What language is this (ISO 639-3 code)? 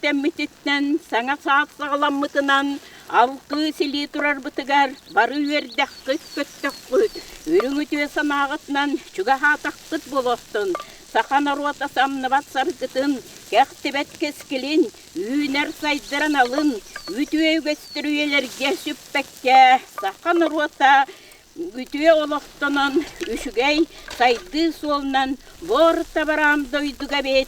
sah